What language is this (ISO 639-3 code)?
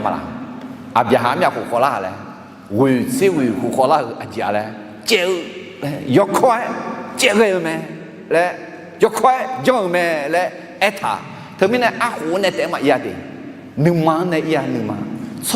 ahk